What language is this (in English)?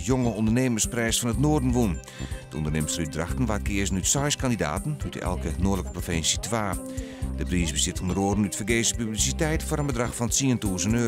Western Frisian